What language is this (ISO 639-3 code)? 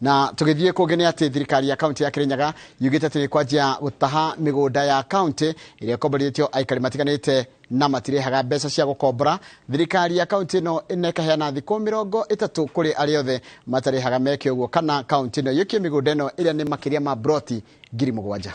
kik